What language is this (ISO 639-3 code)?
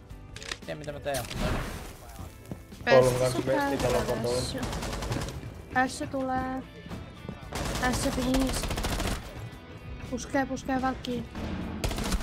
fin